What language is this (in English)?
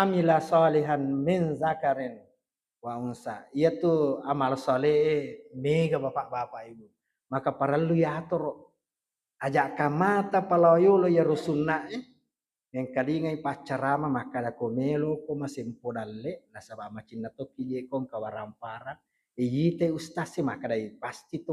Buginese